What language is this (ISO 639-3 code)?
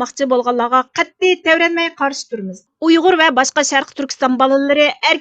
uig